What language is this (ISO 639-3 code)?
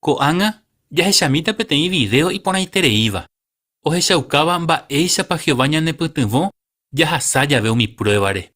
grn